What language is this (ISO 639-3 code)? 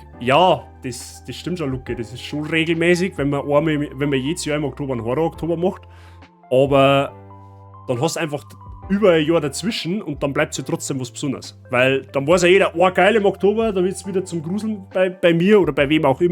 bar